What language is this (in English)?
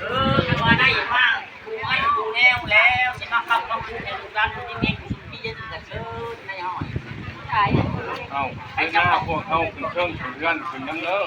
Lao